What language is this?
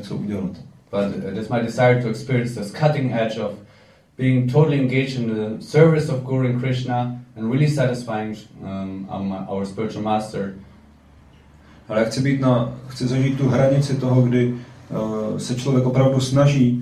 Czech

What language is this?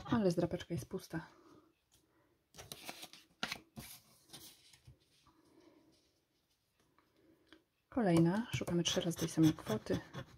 Polish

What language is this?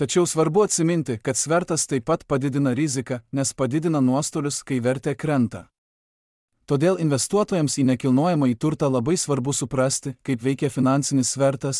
Lithuanian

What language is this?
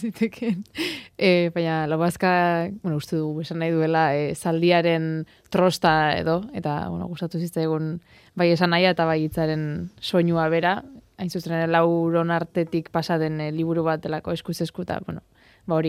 Basque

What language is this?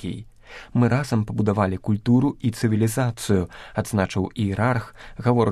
Belarusian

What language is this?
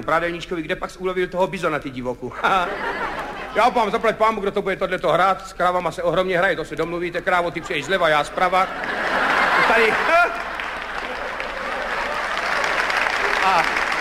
Czech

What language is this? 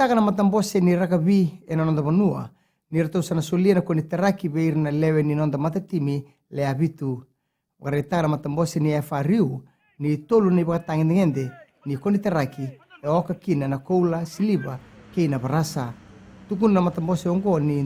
Fijian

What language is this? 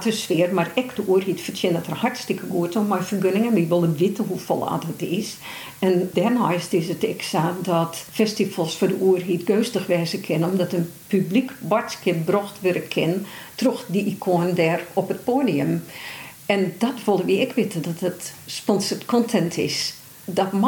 Western Frisian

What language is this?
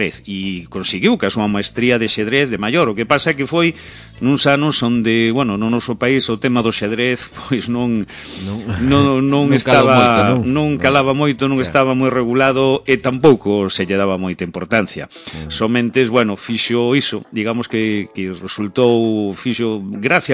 Galician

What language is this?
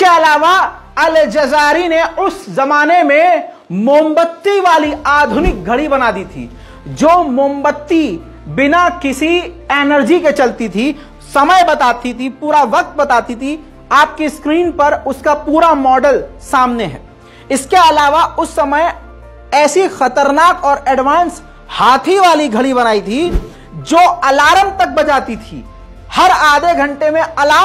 Hindi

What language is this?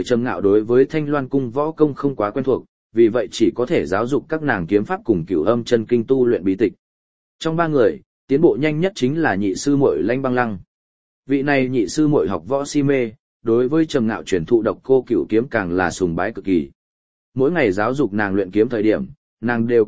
Vietnamese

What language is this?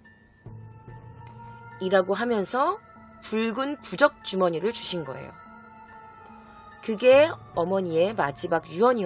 Korean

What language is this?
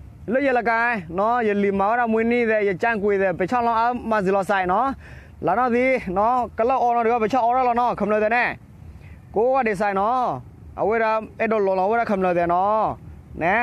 S'gaw Karen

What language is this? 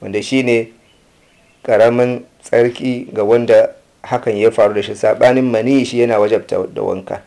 Hausa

